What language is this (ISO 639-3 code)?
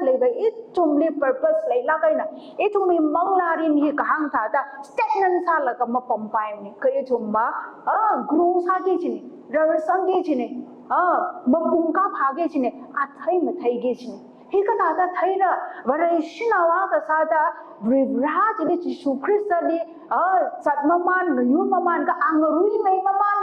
nmf